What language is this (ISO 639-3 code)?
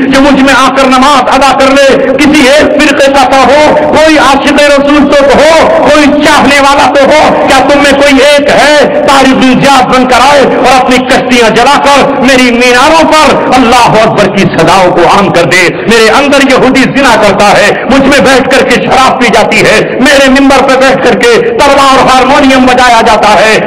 urd